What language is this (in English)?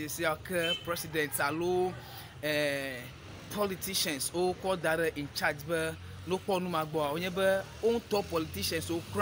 Ewe